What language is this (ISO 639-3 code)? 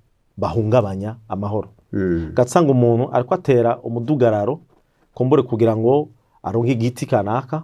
run